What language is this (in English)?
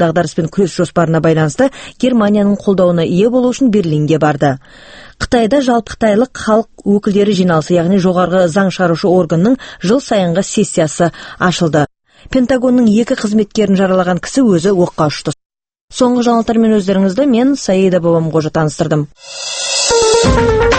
Kazakh